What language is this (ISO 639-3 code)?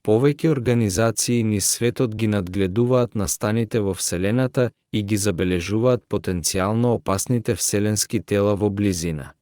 mkd